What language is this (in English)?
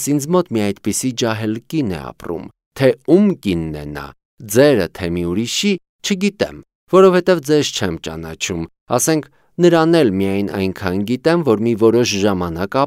Armenian